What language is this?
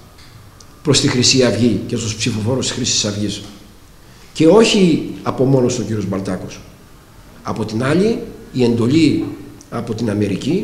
Greek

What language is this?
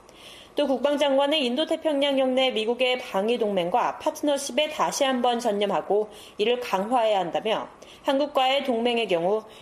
Korean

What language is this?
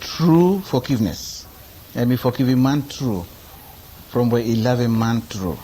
Bislama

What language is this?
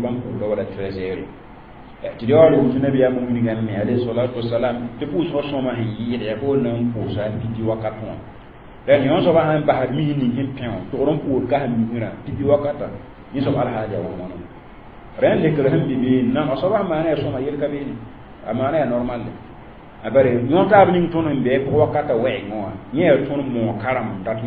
Mossi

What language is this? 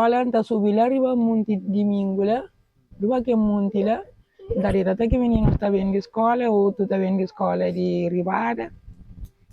Kabuverdianu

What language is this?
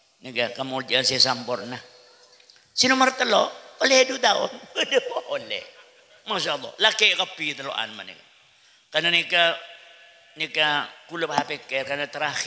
Madurese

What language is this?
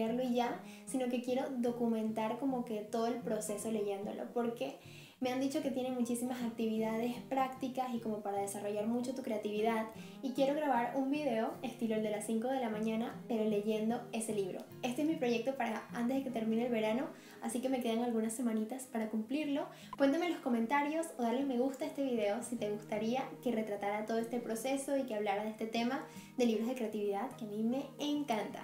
Spanish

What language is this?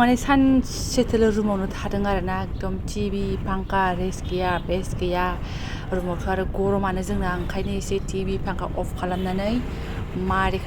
Bodo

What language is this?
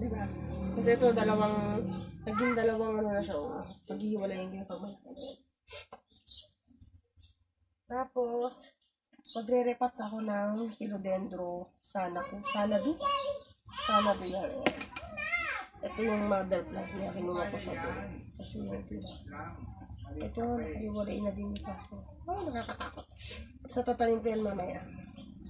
Filipino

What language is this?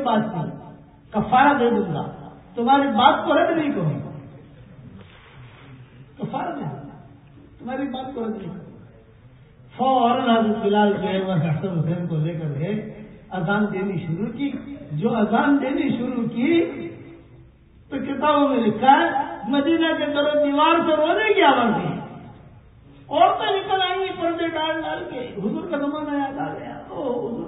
Urdu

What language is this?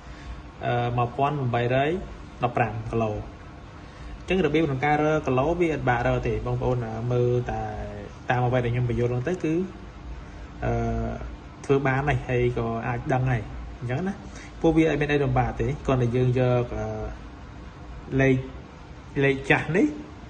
Khmer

